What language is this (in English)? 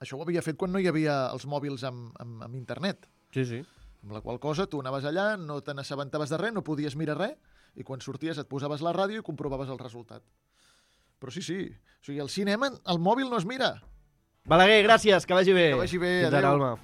Catalan